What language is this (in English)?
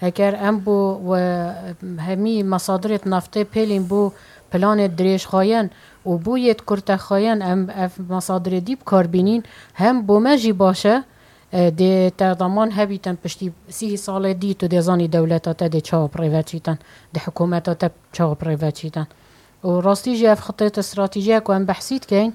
Kurdish